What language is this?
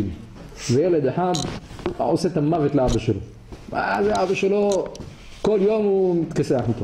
Hebrew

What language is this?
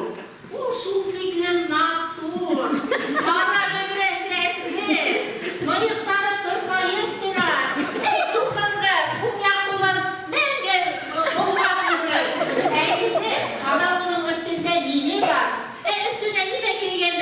Bashkir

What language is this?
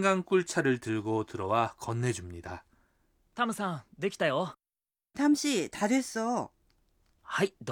Korean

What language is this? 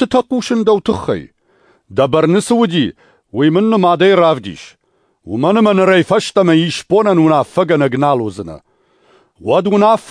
Ossetic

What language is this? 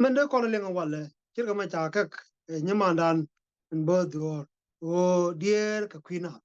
Nuer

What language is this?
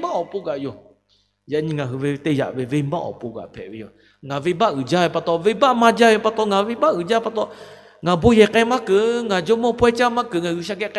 Lahu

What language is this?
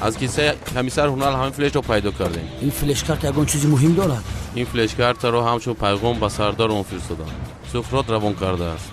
Tajik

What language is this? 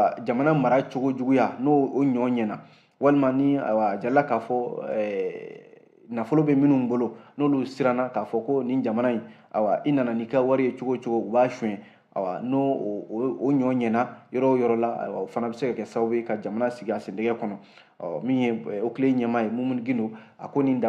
Bambara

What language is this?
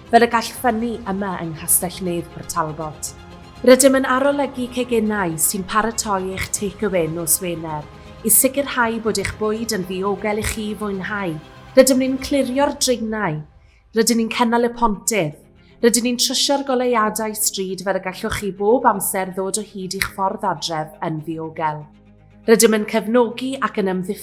Welsh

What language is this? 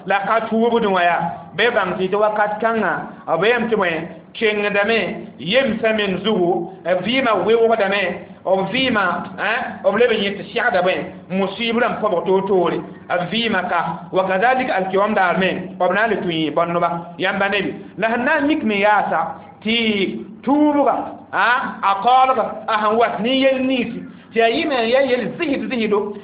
Mossi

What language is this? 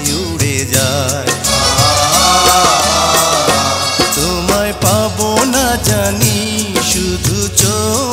Bangla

